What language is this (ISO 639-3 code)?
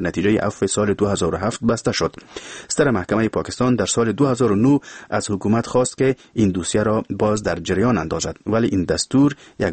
fas